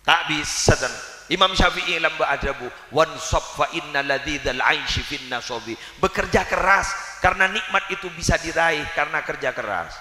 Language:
Madurese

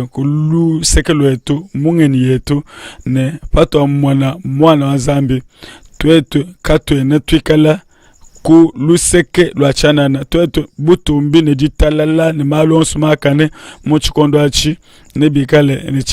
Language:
Luba-Lulua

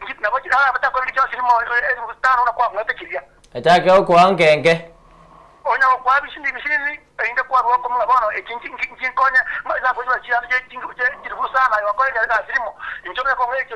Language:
Gusii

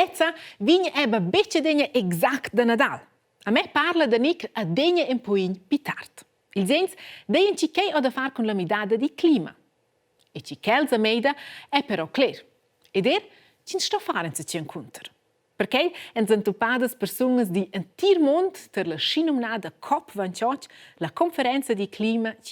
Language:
Romansh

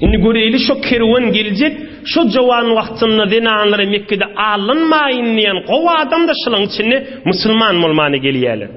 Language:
Turkmen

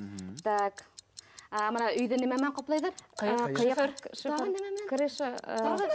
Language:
Bashkir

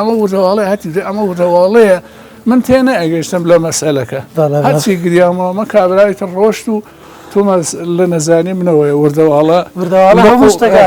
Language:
Central Kurdish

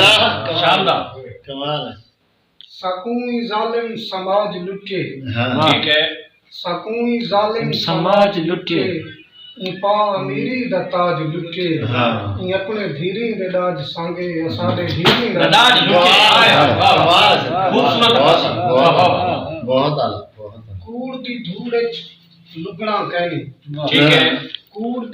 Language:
Saraiki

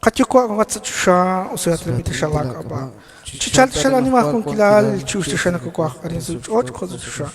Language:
Kekchí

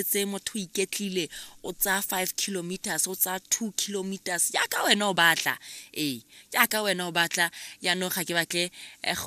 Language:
Tswana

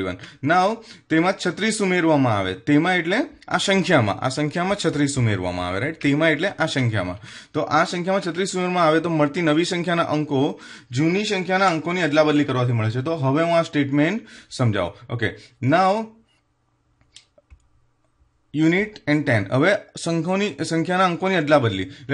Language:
Gujarati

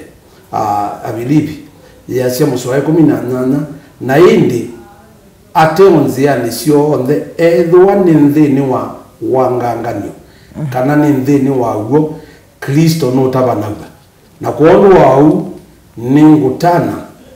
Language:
Kamba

